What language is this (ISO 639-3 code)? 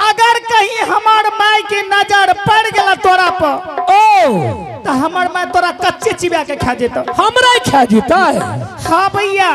anp